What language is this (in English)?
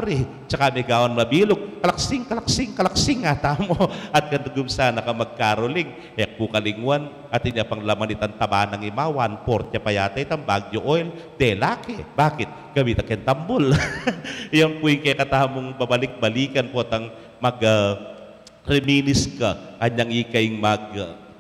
Pampanga